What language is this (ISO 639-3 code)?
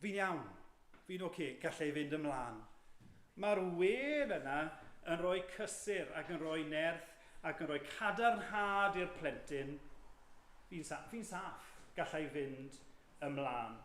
cym